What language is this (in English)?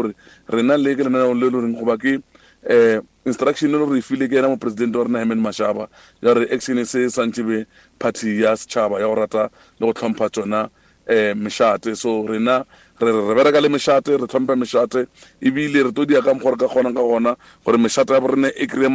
Northern Sotho